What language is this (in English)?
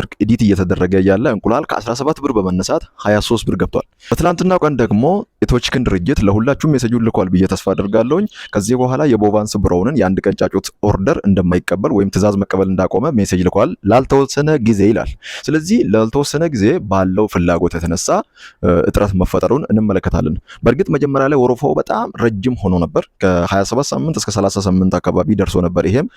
Amharic